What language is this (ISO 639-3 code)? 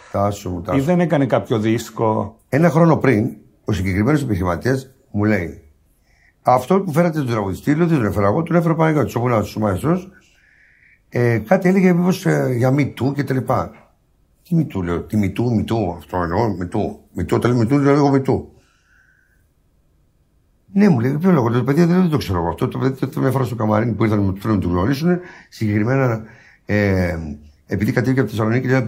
ell